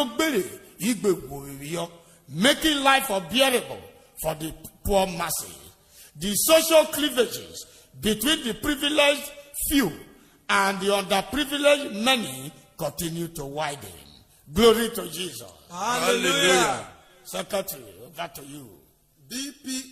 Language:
Urhobo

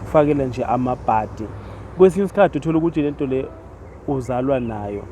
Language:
Zulu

